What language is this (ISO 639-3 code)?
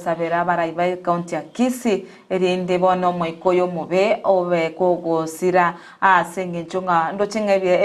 guz